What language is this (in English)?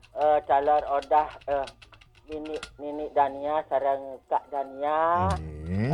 Balinese